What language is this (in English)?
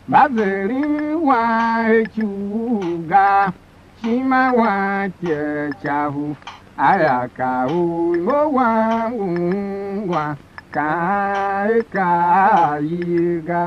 Tiv